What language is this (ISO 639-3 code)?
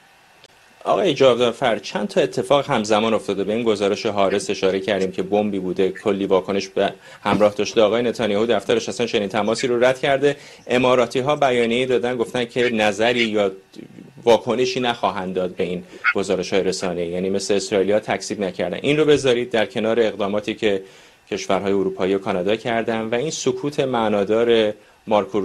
fas